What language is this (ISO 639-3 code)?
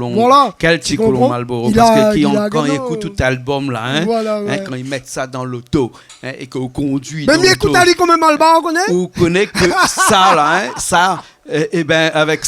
rcf